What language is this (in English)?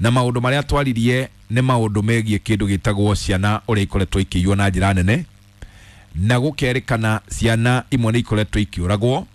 Kikuyu